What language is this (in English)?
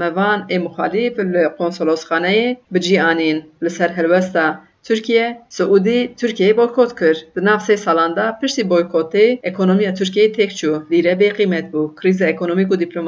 Kurdish